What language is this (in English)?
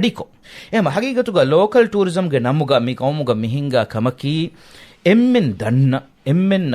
Divehi